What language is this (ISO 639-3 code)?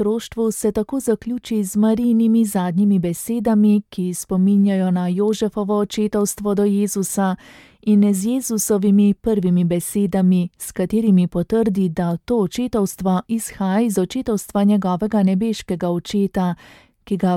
slv